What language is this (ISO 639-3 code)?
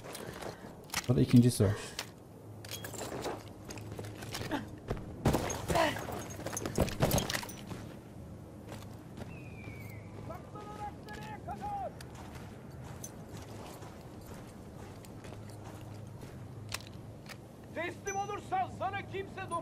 tur